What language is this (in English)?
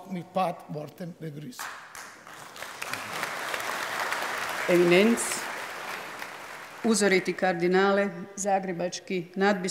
Croatian